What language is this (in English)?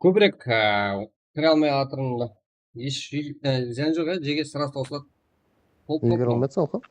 Kara-Kalpak